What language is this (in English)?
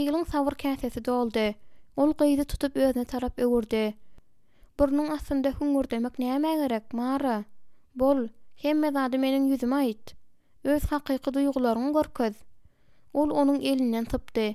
Turkmen